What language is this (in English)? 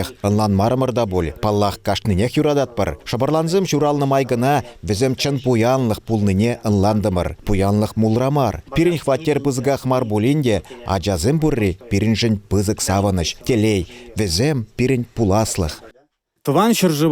Chuvash